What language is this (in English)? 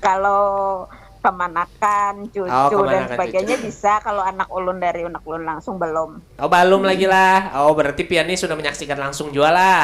Banjar